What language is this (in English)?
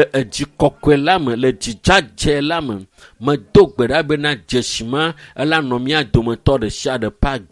Ewe